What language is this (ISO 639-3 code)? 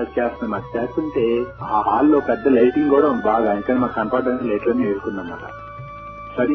tel